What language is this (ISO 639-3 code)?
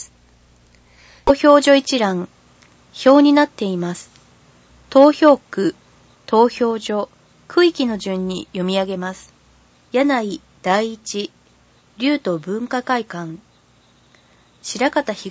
jpn